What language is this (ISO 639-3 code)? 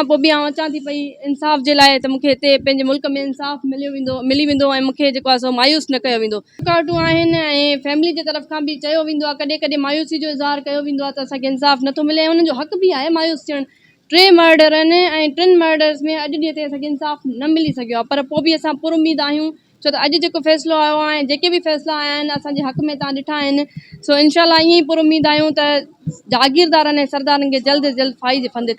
snd